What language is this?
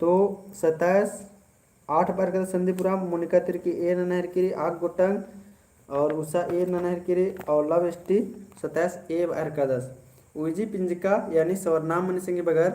Kurukh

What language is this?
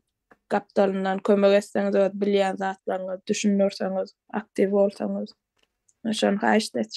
Turkmen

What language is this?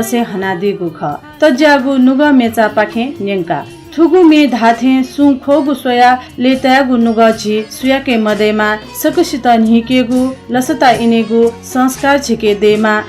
Newari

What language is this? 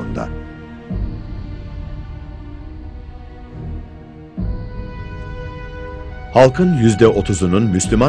Turkish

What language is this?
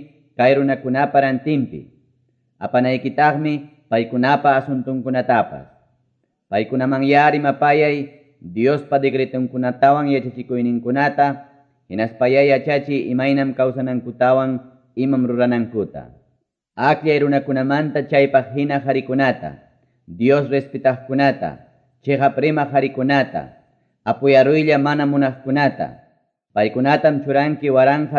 Quechua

